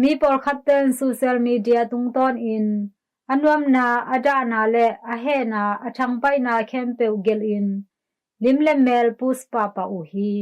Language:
Tedim Chin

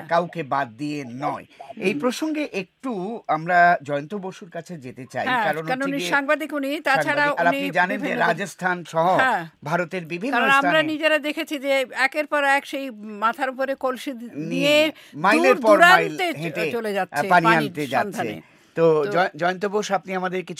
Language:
Bangla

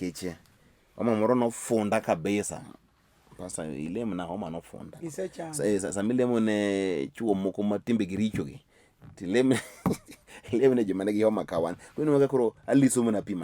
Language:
Luo (Kenya and Tanzania)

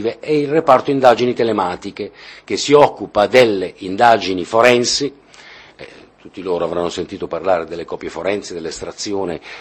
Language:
Italian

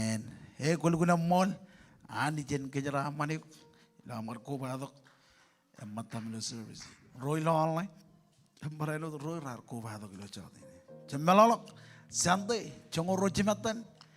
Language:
Marshallese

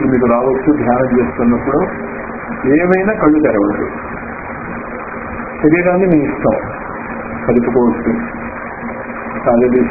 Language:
Telugu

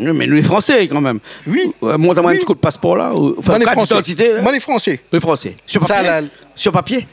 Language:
Réunion Creole French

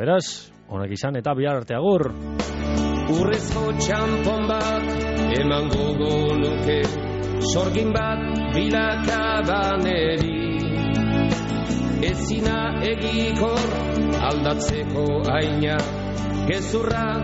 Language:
Basque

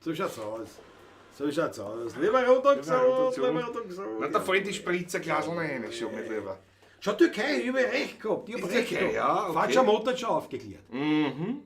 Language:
Bavarian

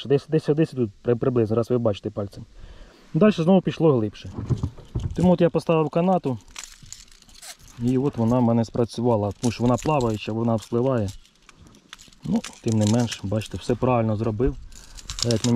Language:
Ukrainian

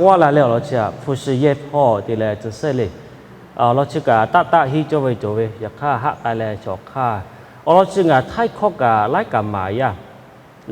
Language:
Lahu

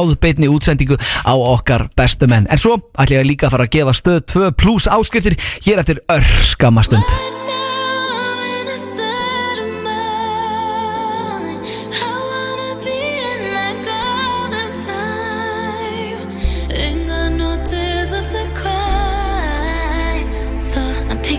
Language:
Icelandic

